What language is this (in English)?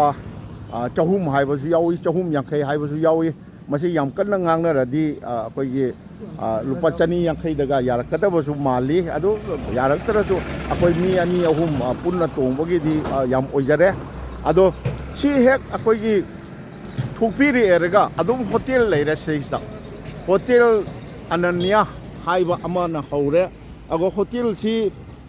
Manipuri